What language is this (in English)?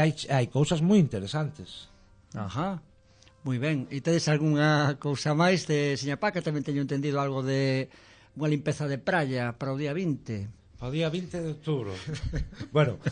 Galician